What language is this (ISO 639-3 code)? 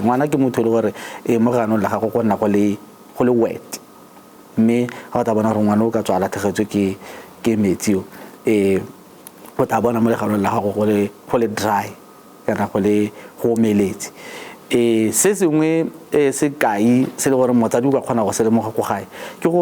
tsn